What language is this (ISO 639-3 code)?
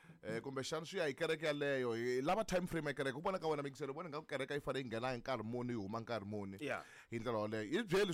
tso